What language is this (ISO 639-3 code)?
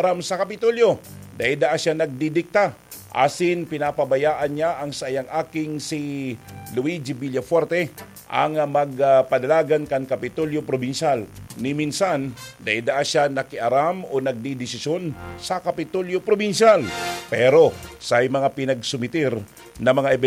bik